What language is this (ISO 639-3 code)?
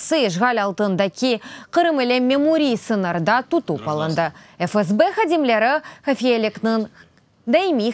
crh